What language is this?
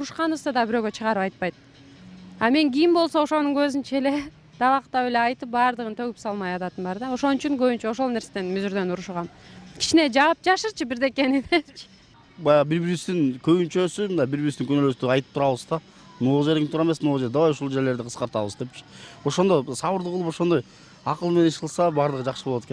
Kyrgyz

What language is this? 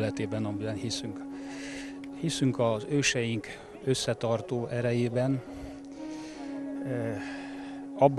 Hungarian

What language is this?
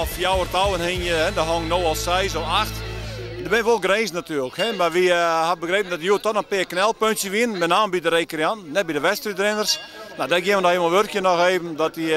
Western Frisian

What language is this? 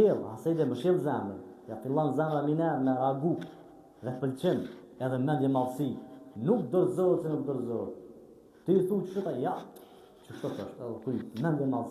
Albanian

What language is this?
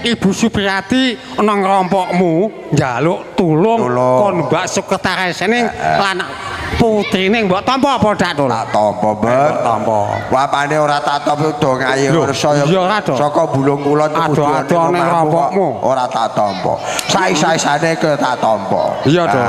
Javanese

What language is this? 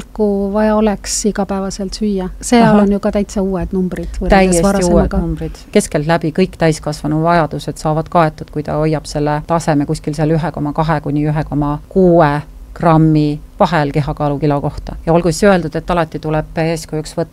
Estonian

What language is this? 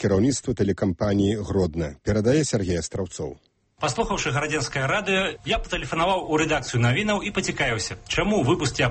Belarusian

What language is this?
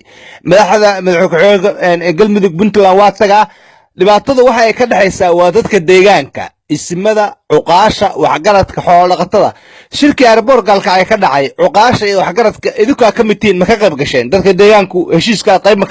Somali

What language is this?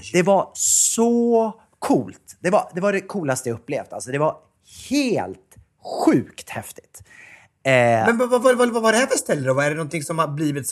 Swedish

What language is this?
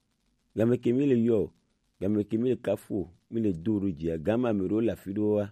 Gen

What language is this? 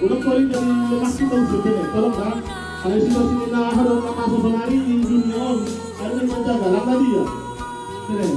Batak Simalungun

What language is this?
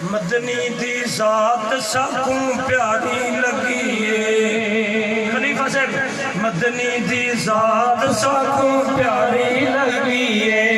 Saraiki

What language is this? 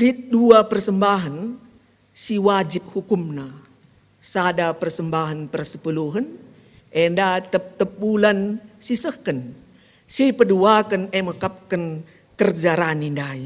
Batak Karo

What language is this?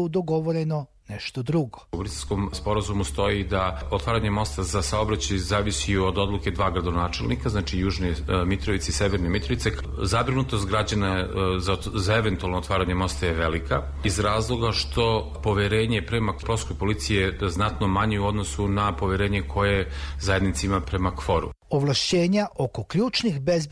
Serbian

